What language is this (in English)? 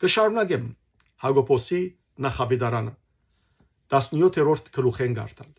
Western Armenian